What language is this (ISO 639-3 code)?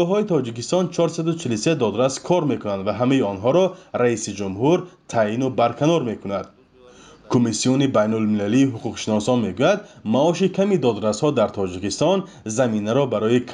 tgk